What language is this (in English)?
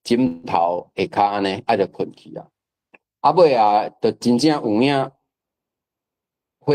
Min Nan Chinese